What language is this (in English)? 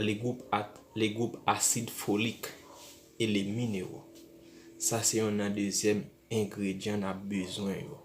Haitian Creole